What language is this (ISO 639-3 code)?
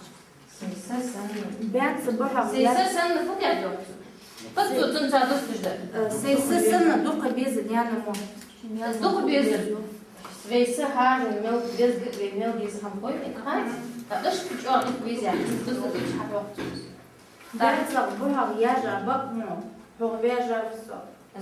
inh